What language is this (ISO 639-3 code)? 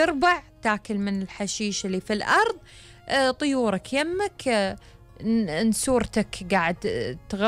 afb